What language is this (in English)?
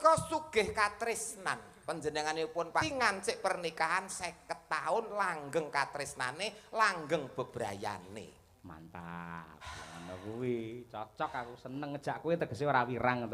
Javanese